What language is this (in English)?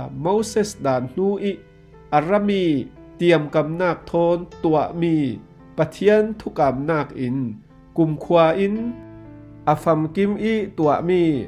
Falam Chin